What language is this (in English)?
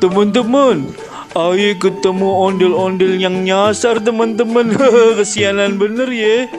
Betawi